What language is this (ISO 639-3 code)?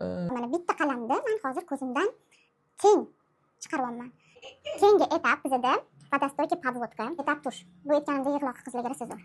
uzb